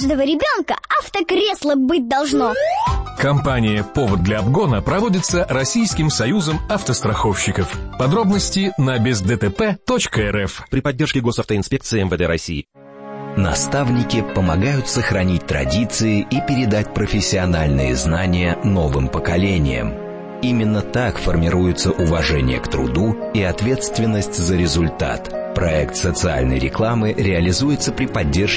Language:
Russian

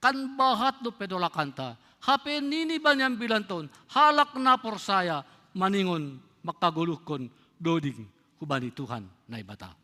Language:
Batak Simalungun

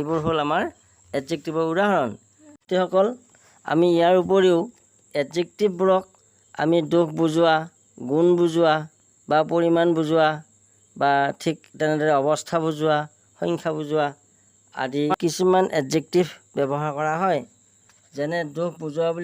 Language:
Assamese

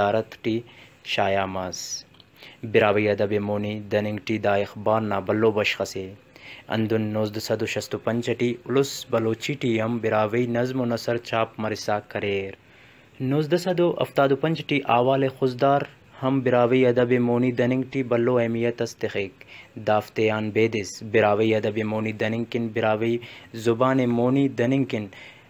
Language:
Brahui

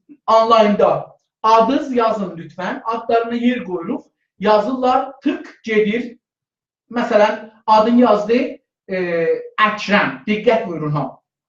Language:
South Azerbaijani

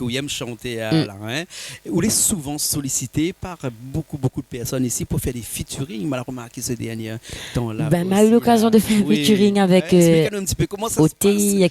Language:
Réunion Creole French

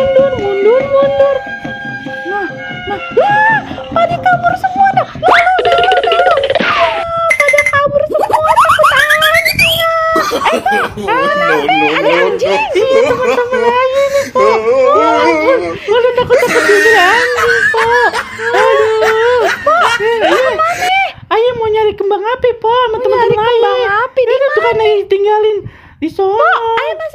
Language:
Betawi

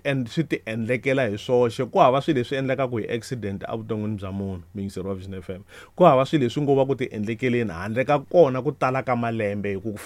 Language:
Tsonga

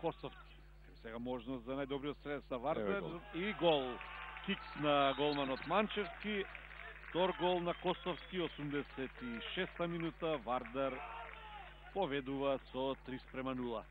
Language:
Macedonian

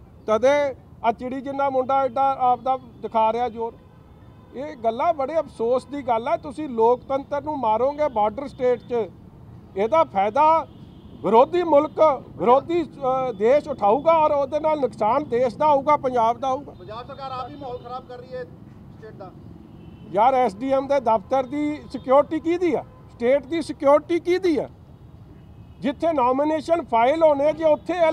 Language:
Punjabi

